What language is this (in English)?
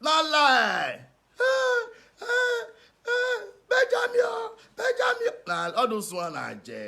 Nigerian Pidgin